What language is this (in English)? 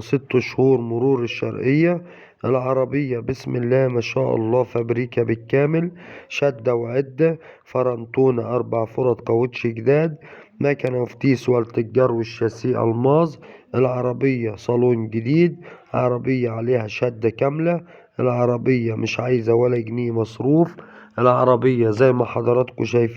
Egyptian Arabic